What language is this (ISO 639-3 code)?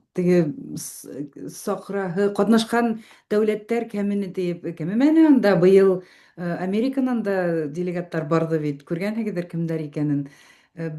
bak